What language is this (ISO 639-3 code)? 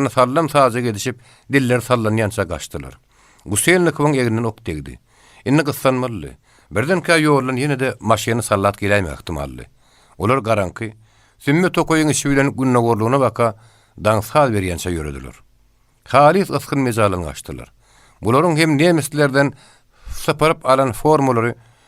tuk